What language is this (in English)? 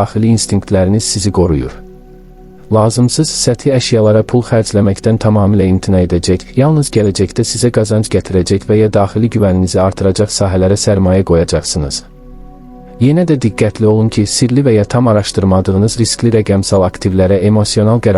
Azerbaijani